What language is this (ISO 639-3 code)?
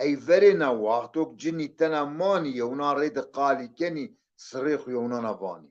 zza